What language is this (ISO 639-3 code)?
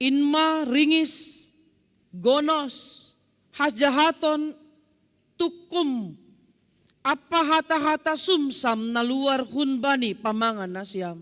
bts